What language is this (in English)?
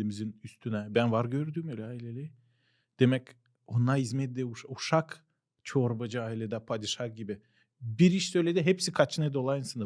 Gagauz